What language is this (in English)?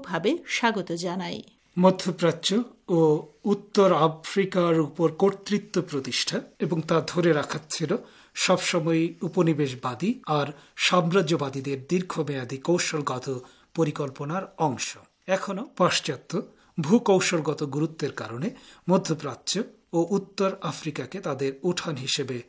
Bangla